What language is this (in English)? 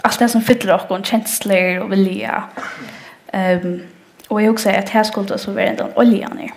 Faroese